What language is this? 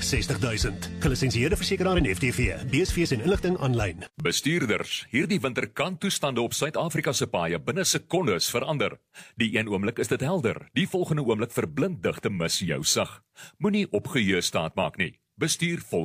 Afrikaans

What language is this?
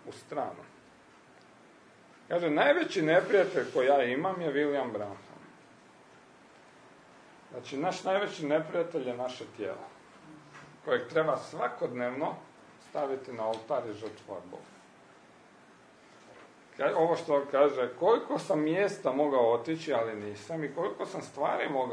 Croatian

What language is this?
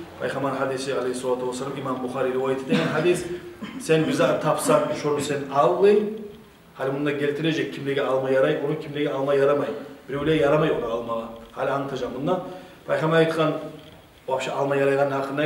Kumyk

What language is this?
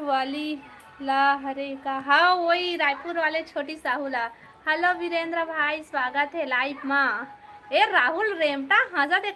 Chhattisgarhi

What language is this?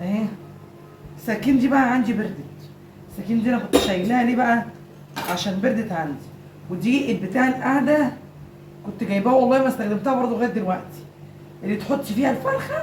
Egyptian Arabic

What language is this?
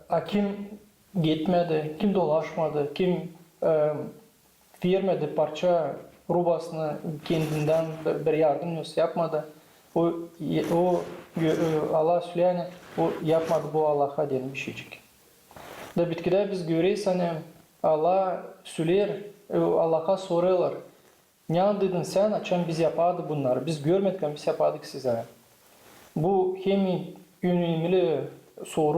Gagauz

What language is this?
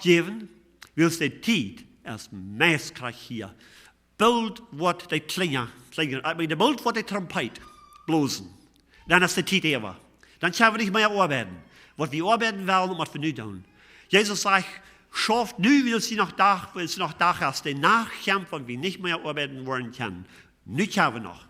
Plautdietsch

